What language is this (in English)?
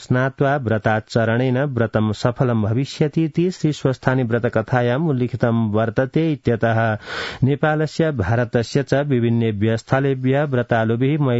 Sanskrit